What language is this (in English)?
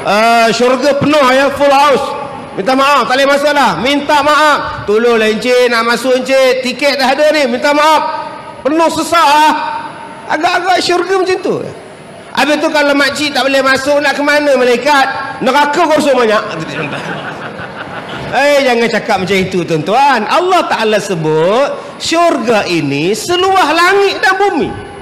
Malay